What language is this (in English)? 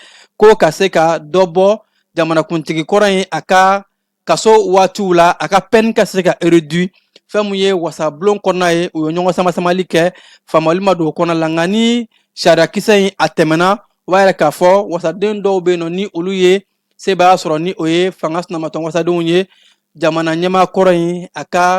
Bambara